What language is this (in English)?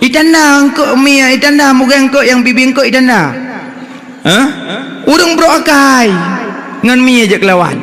Achinese